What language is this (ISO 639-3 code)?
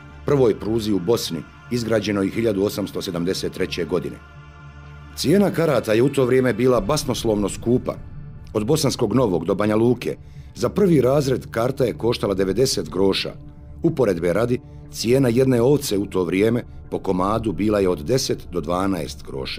bos